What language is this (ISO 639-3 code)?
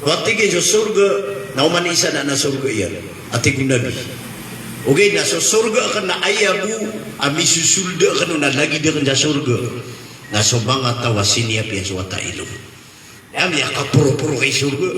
mrw